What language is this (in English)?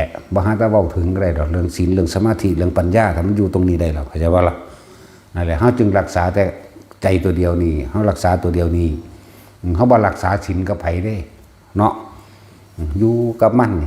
Northeastern Thai